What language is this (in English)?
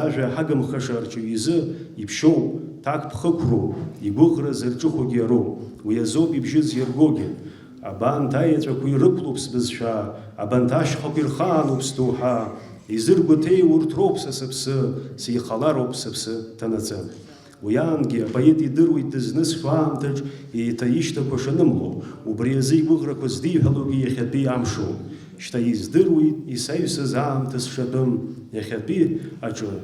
Abkhazian